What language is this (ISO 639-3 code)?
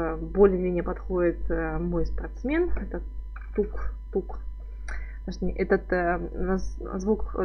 rus